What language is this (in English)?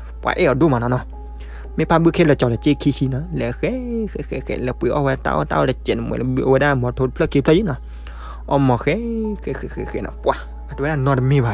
S'gaw Karen